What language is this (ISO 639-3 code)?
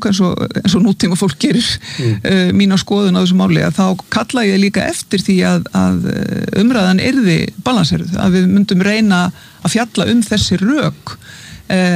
isl